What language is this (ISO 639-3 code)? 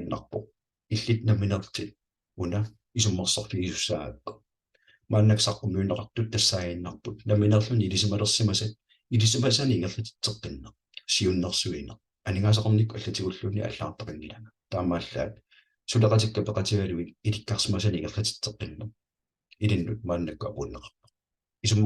kal